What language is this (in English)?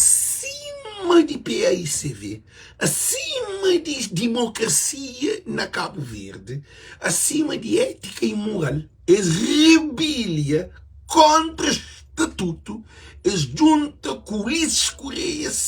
Kabuverdianu